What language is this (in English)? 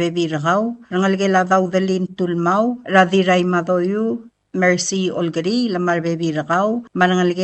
Palauan